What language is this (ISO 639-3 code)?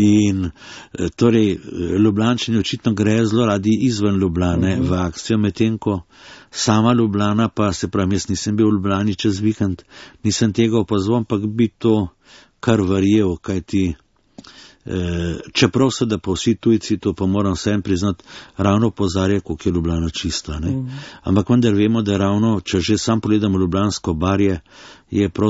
slv